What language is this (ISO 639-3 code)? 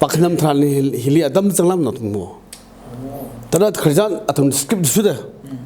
nmf